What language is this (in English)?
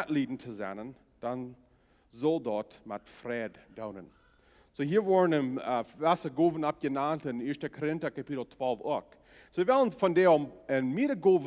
Plautdietsch